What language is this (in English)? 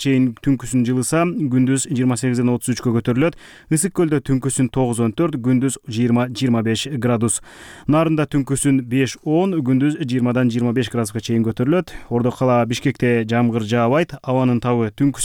Kyrgyz